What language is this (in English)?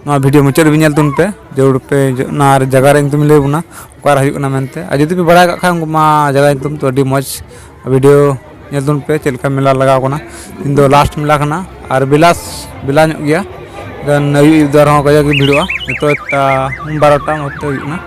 Santali